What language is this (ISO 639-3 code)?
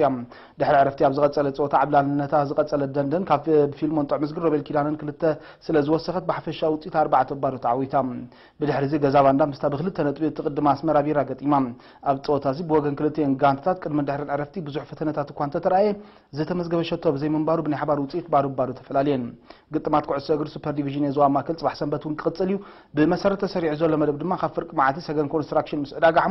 tir